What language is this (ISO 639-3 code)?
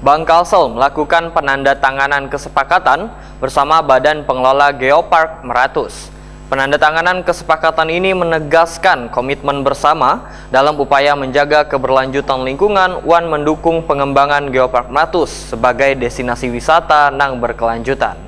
bjn